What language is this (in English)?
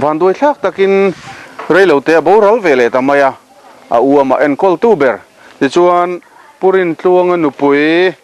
Mizo